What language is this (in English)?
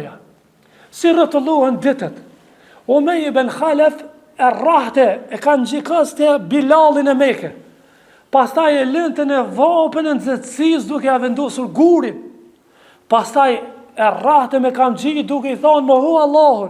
Albanian